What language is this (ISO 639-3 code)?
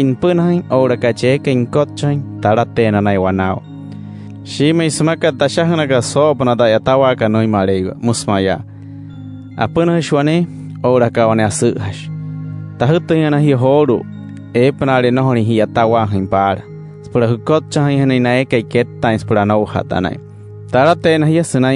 guc